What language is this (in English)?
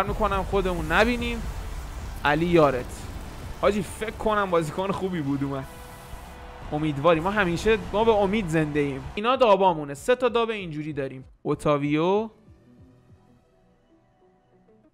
Persian